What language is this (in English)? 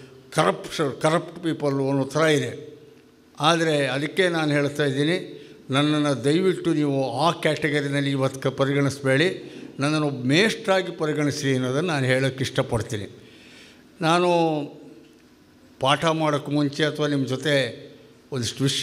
Kannada